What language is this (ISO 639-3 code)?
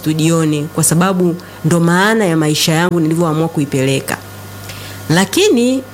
swa